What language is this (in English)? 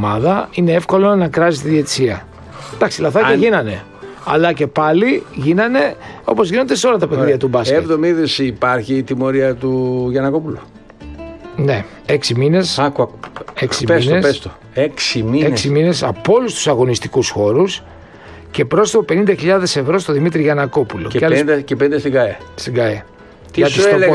Greek